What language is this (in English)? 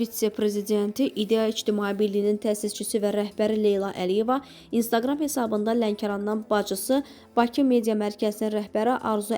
Azerbaijani